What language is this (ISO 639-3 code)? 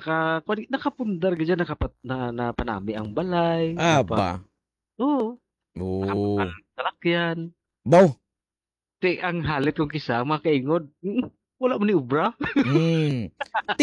hil